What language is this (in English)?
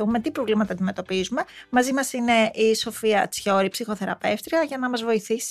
Greek